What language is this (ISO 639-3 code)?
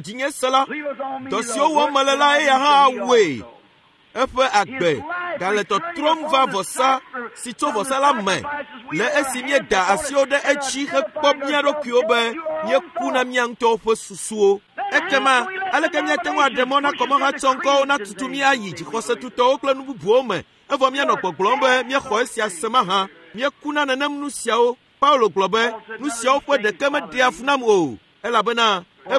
ewe